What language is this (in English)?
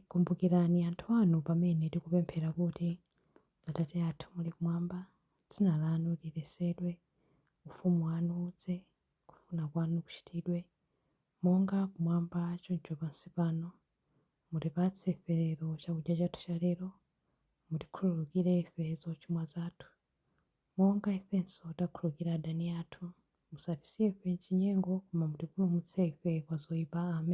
Nyanja